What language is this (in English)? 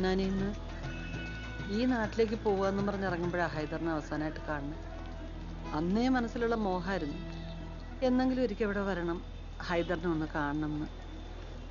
Malayalam